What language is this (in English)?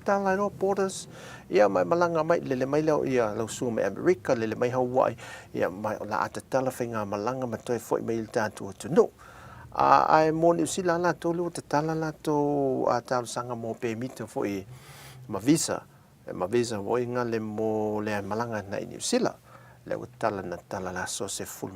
Samoan